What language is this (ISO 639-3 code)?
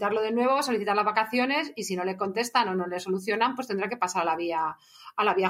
spa